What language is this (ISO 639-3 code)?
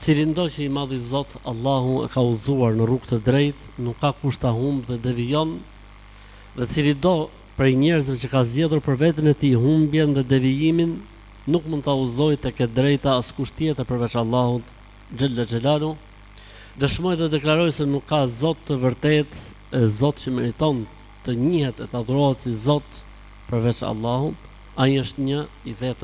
sqi